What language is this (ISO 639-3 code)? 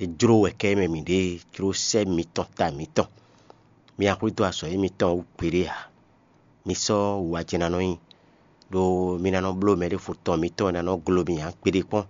fon